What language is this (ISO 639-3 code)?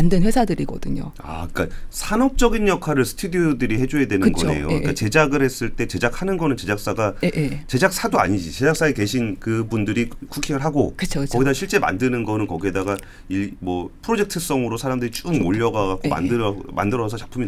kor